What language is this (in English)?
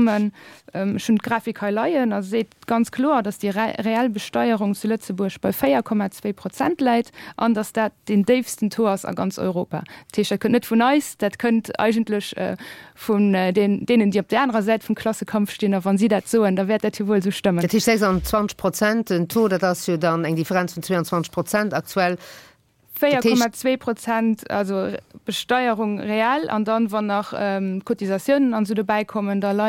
Luxembourgish